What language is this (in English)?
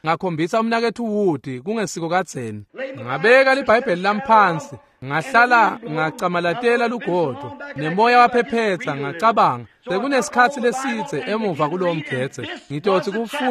Swati